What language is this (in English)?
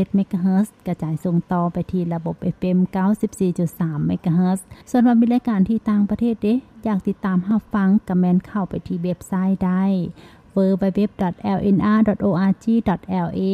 Lao